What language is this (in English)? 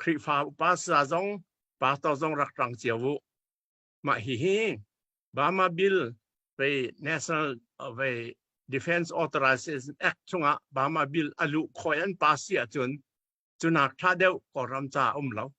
Hakha Chin